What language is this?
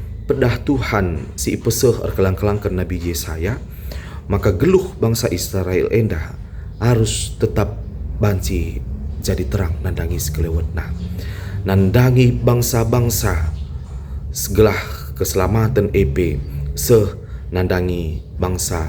Batak Karo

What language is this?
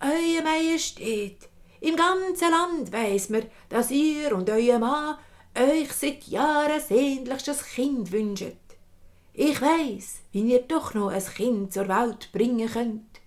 Swiss German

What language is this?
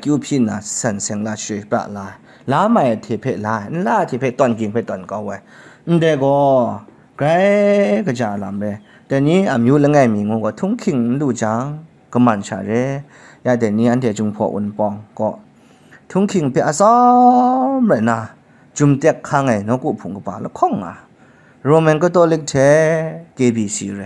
Kachin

